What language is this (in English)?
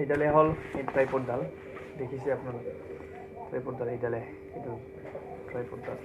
Assamese